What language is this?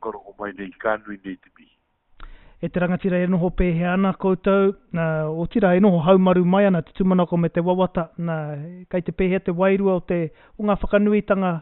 Māori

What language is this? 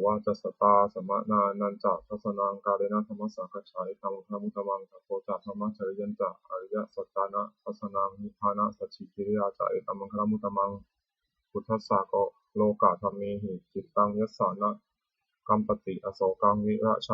Pali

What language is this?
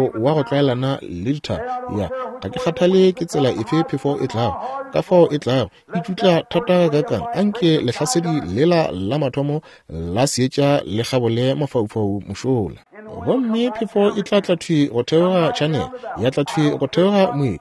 Northern Sotho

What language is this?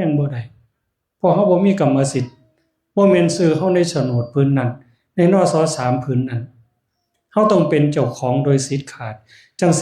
Northeastern Thai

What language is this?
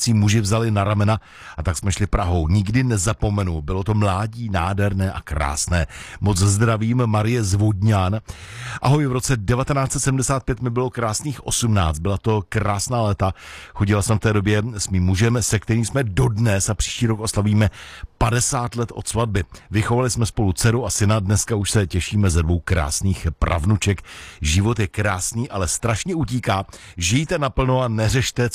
Czech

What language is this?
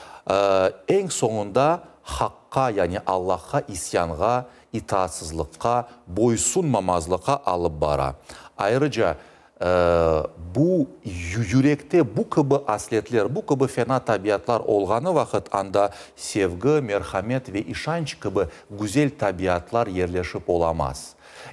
Crimean Tatar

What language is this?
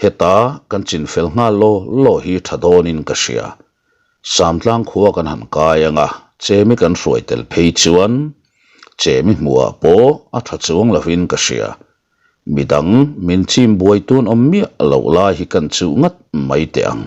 Mizo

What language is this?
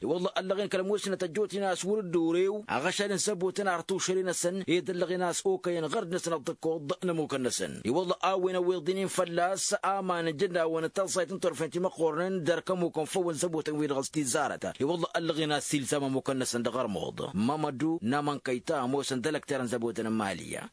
Tamasheq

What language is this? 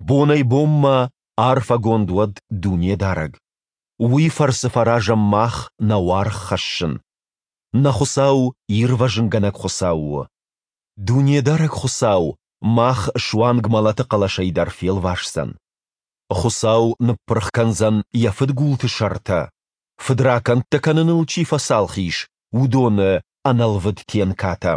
Ossetic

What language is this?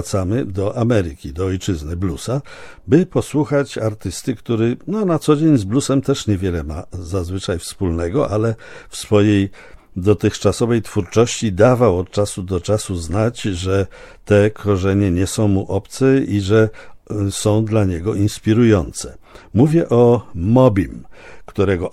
Polish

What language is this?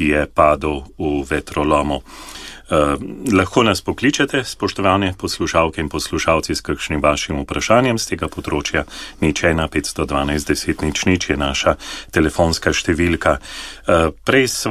Slovenian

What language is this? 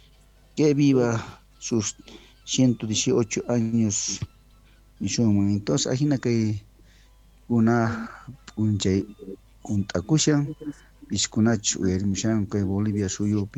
South Bolivian Quechua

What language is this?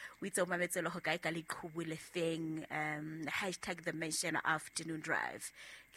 Southern Sotho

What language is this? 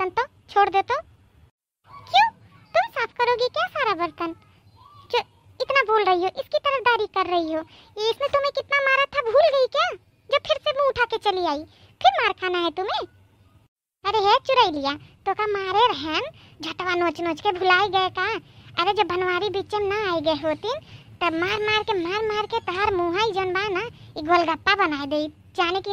Awadhi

